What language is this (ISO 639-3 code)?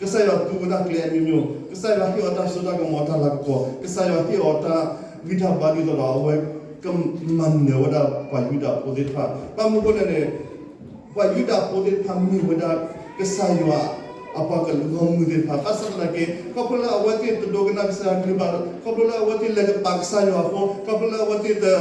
ksw